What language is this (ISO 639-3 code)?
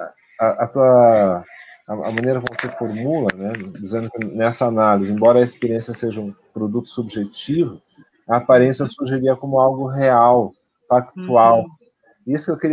por